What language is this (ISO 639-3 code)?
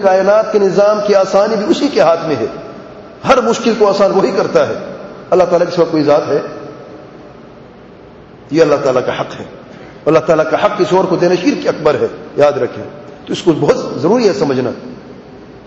urd